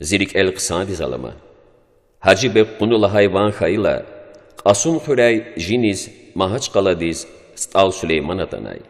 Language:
Lezghian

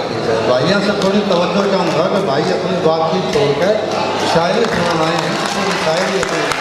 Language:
Haryanvi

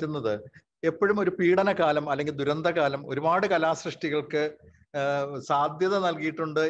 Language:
Malayalam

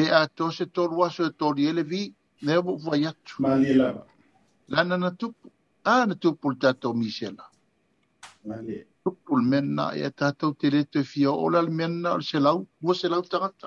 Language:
Samoan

